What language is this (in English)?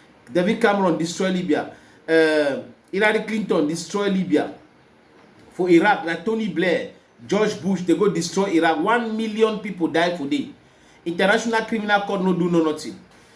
Cameroon Pidgin